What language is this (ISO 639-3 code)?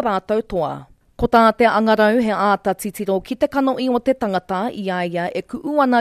mri